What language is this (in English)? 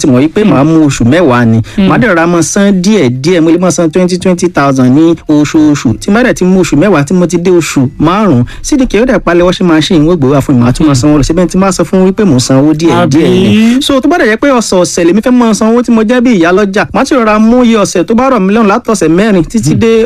Yoruba